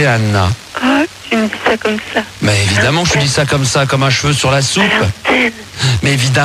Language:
French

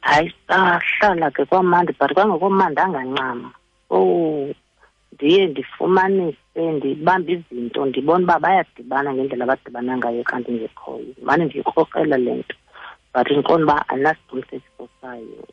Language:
Xhosa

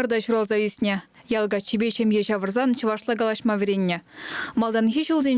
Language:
Chuvash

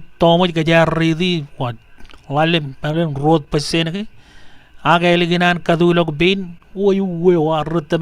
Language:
Marshallese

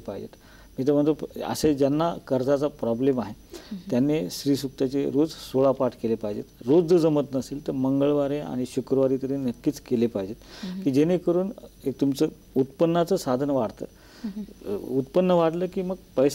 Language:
Marathi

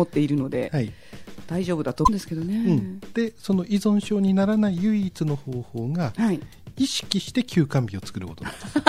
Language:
Japanese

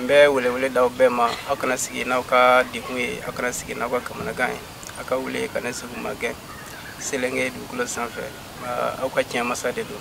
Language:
Bambara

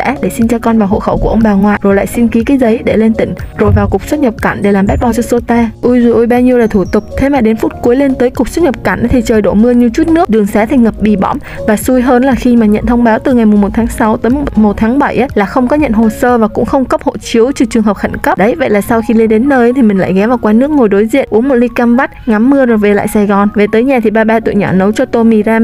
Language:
Vietnamese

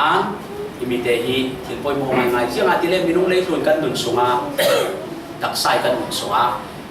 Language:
Falam Chin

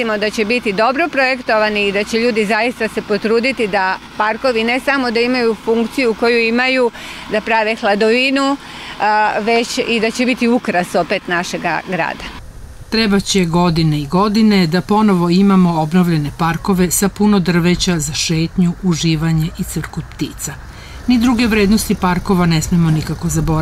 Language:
Serbian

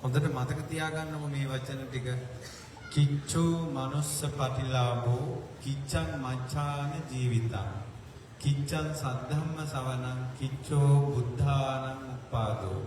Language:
Sinhala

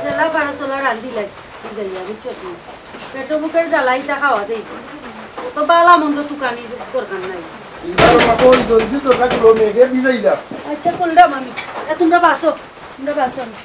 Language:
Sylheti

